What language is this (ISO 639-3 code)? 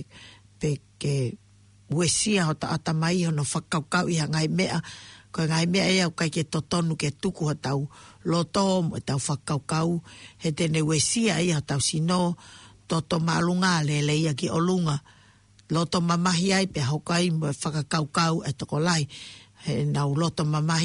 ton